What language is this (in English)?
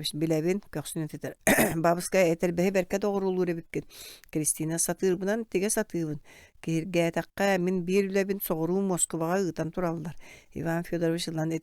Yakut